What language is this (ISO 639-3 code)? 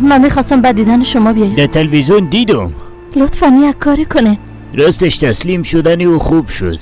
fas